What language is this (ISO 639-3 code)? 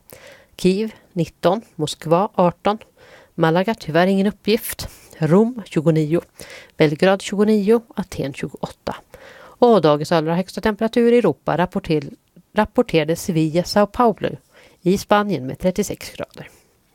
swe